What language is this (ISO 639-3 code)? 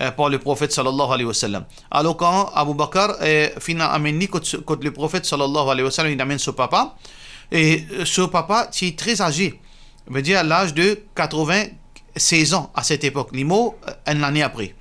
mfe